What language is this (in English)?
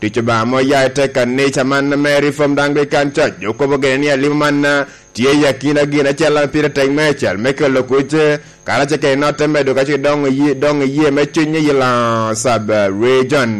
Lango (Uganda)